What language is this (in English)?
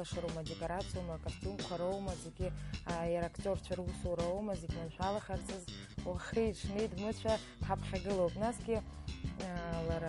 Abkhazian